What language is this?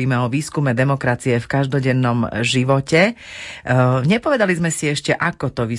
Slovak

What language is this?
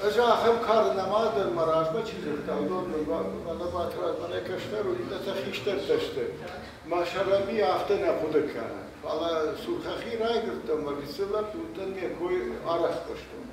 Ossetic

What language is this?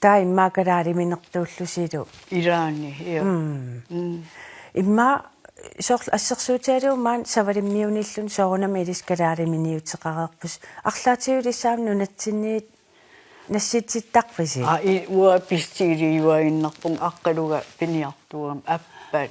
Kalaallisut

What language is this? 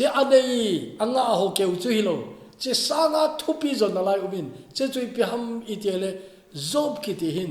Thado Chin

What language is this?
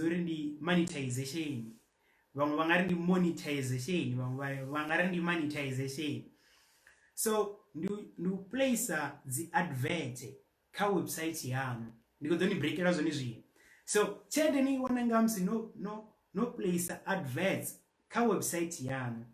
Venda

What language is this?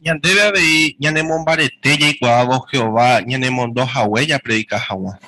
Guarani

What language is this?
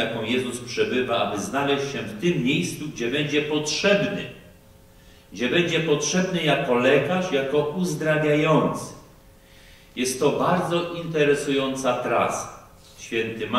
Polish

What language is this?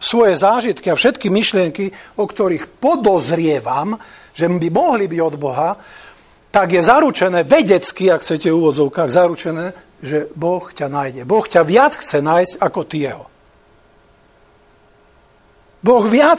Slovak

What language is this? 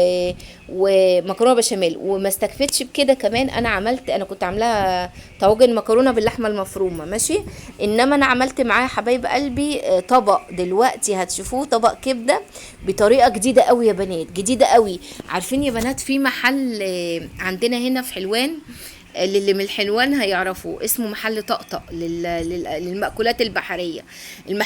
Egyptian Arabic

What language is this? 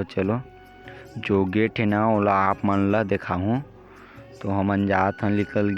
Chhattisgarhi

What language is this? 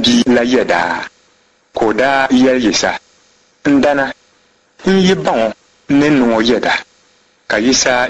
Dagbani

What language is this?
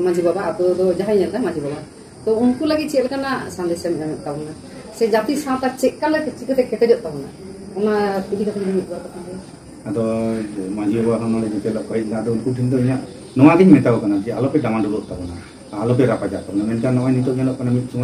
Santali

